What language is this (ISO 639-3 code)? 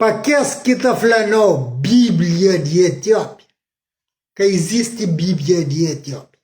kea